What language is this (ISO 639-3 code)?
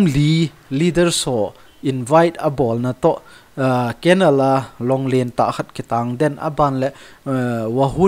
tcz